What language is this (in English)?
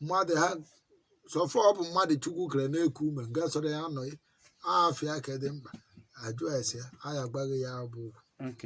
Igbo